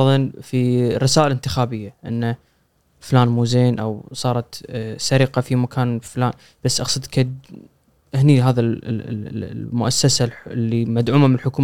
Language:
Gulf Arabic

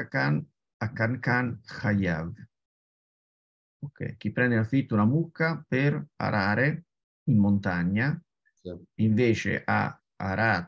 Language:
Italian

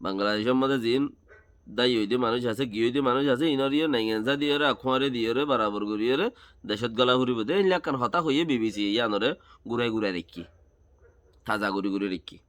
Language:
Rohingya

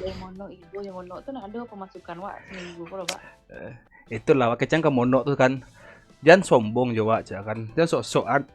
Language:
Minangkabau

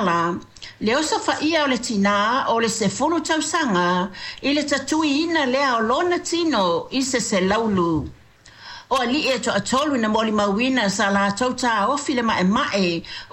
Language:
Samoan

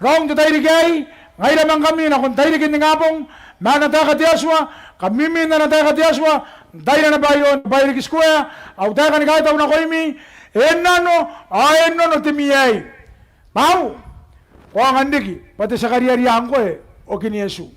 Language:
Gilbertese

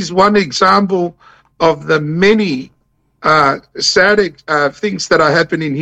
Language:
Samoan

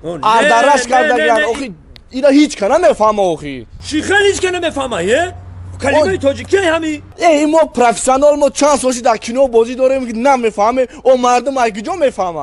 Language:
Tajik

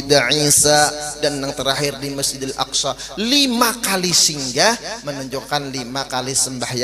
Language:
Banjar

